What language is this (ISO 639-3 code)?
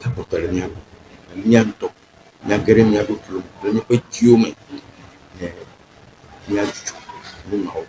ewe